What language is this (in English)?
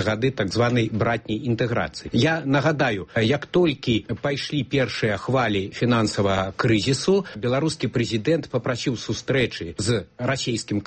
Belarusian